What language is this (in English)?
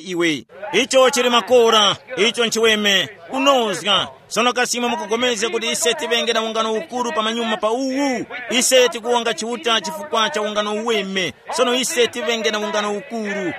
Tumbuka